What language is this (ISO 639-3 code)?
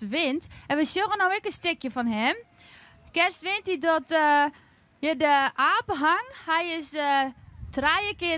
fry